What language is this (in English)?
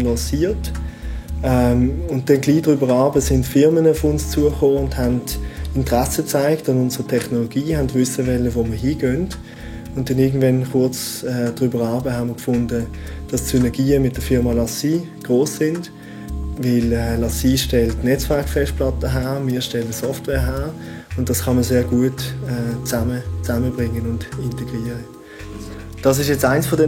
Swiss German